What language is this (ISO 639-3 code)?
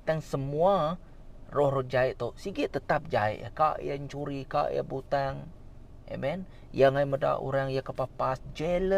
iba